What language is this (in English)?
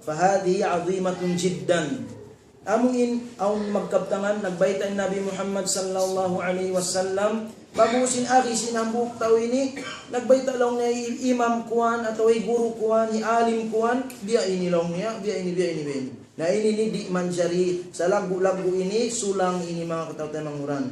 Tausug